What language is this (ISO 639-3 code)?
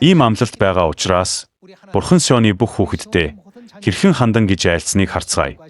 mon